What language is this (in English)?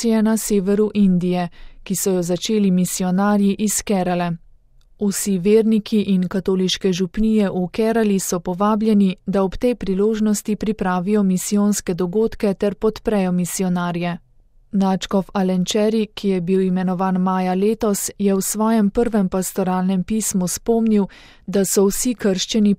Slovenian